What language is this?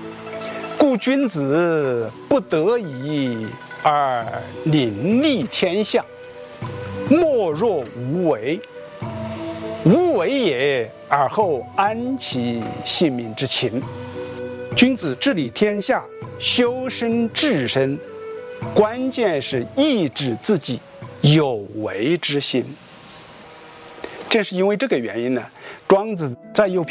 Chinese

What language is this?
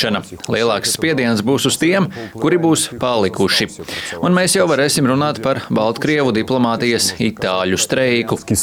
Latvian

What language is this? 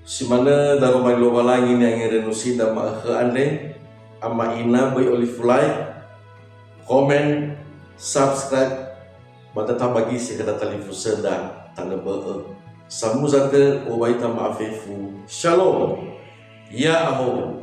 Nias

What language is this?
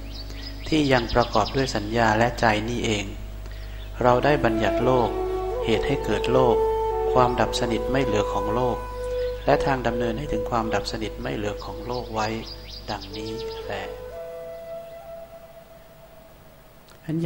Thai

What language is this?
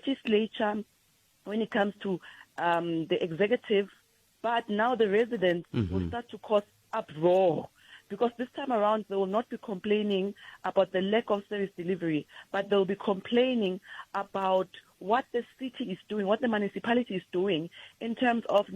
Tsonga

